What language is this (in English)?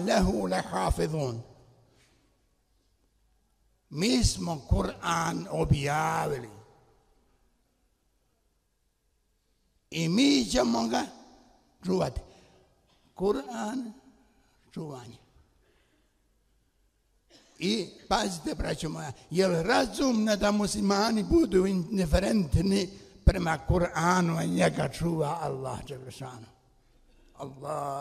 Bosnian